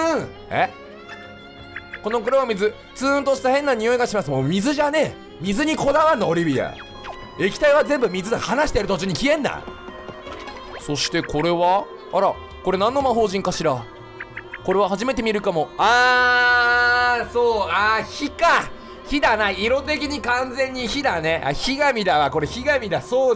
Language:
Japanese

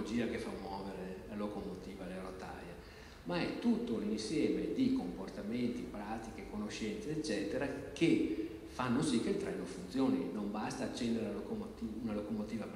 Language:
Italian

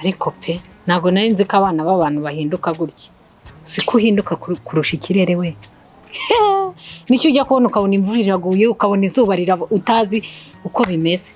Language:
Kinyarwanda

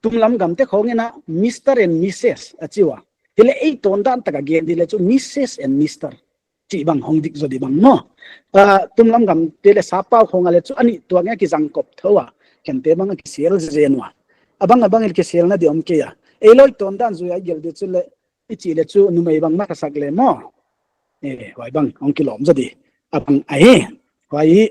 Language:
Paite Chin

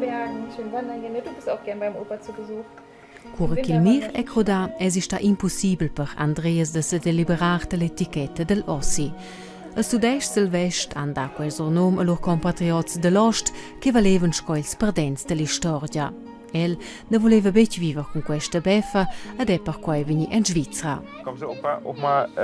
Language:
Romansh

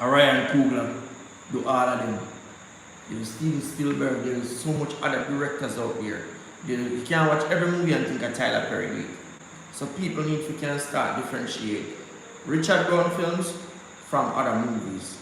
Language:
Jamaican Creole English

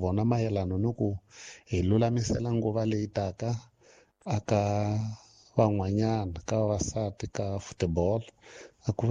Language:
Tsonga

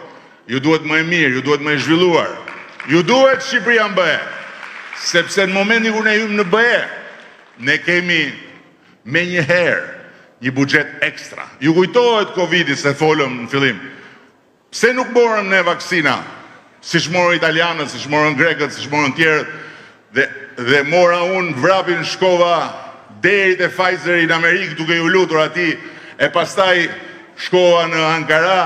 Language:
Albanian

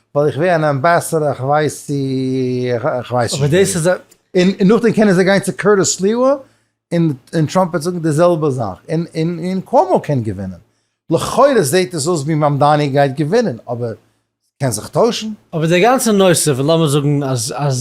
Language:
Yiddish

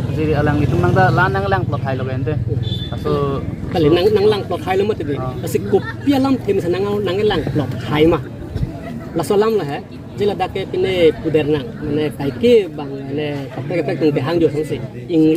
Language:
Karbi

